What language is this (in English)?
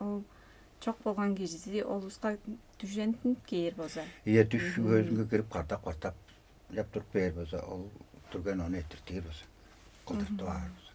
Tuvinian